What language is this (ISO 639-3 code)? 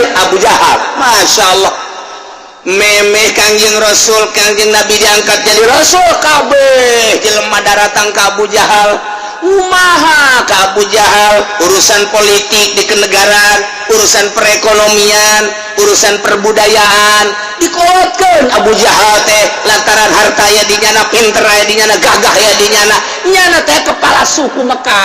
sun